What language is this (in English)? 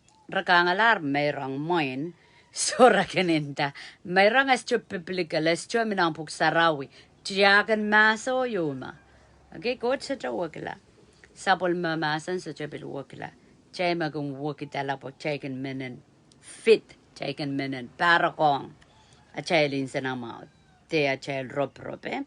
Pohnpeian